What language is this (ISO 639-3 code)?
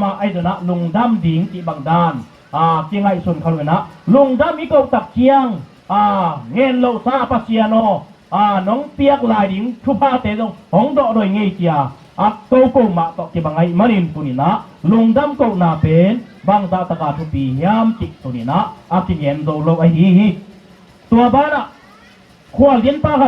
ctd